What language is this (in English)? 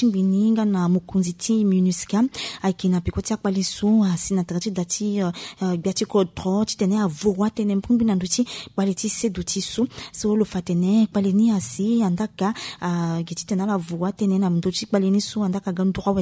Sango